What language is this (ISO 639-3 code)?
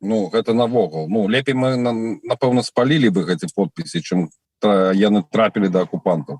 bel